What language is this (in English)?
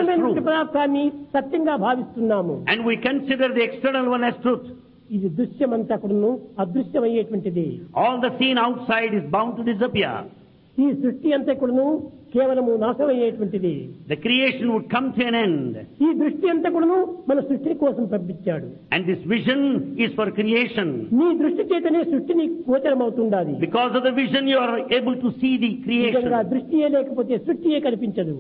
Telugu